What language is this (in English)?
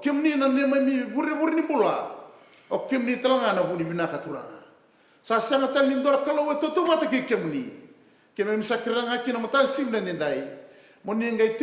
Fijian